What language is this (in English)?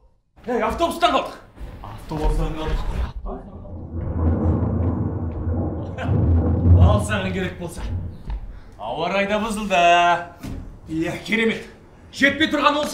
Kazakh